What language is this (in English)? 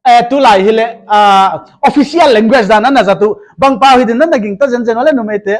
Paite Chin